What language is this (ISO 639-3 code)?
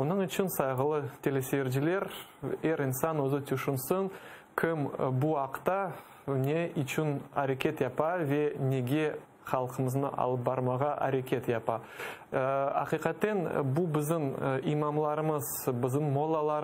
crh